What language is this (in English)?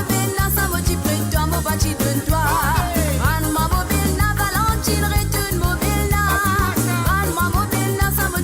Morisyen